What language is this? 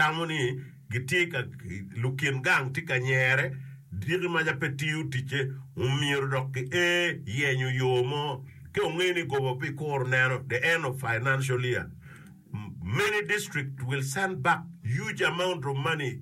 Acoli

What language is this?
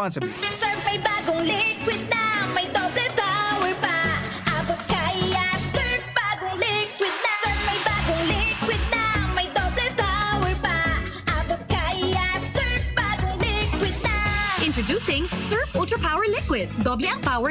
Bikol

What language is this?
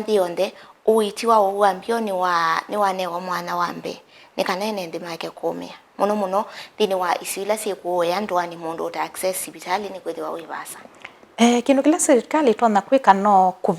Kamba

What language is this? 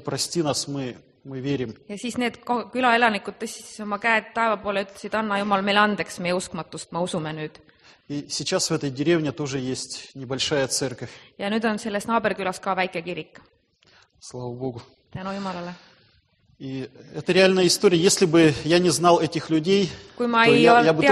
Estonian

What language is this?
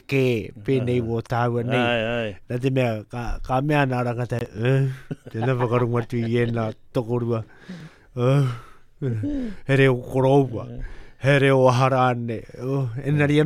Māori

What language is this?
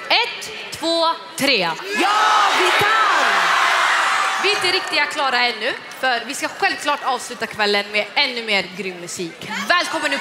Swedish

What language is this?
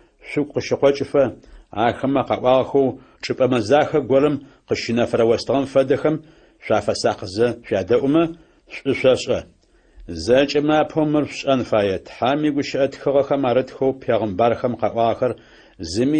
Adyghe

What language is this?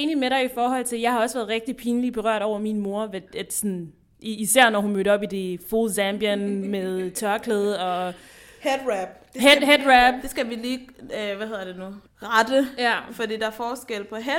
Danish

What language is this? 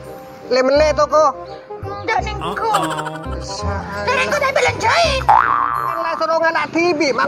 Madurese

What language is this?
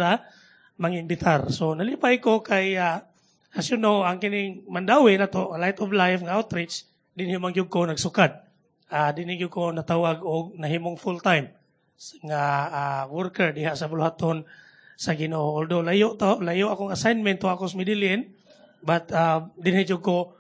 Cebuano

